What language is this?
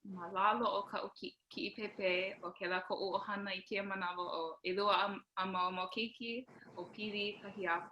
Hawaiian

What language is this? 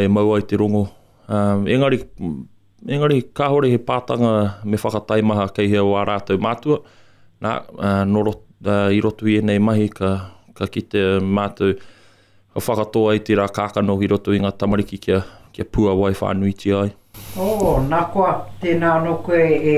Māori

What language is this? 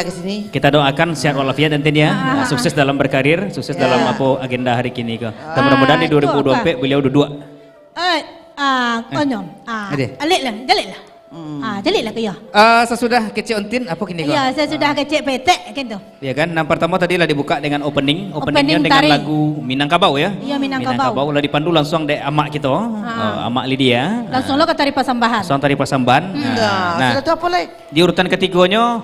Minangkabau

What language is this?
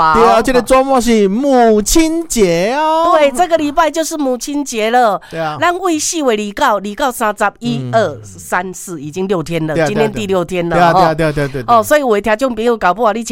Min Nan Chinese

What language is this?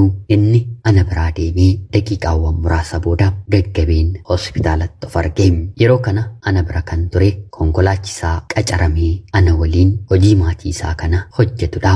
Oromo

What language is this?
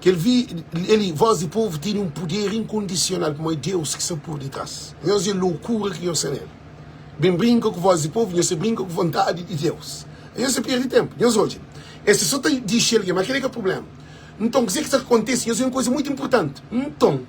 Kabuverdianu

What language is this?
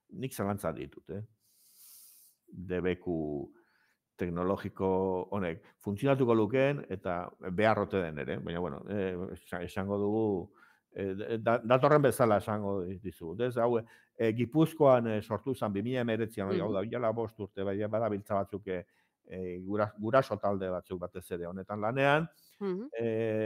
Basque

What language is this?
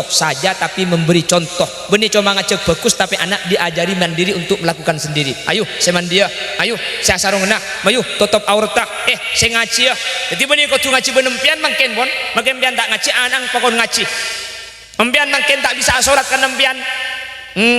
Madurese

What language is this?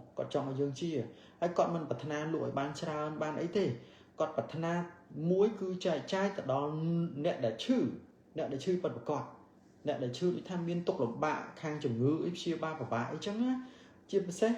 Khmer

